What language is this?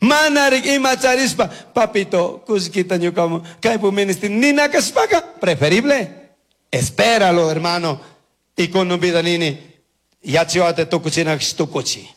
Chimborazo Highland Quichua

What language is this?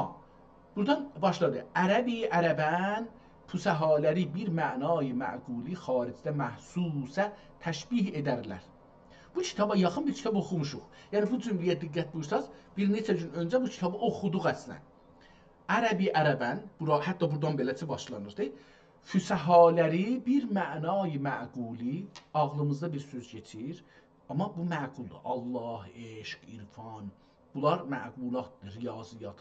South Azerbaijani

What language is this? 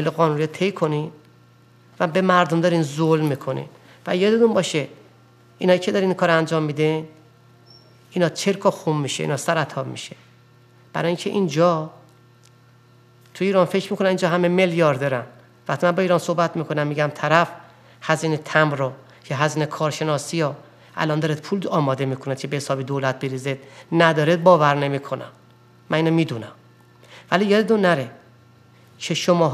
Persian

